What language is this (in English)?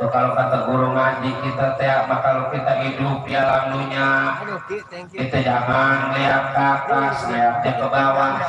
Betawi